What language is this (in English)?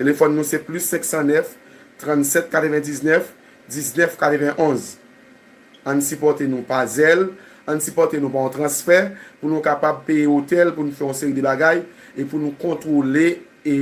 Haitian Creole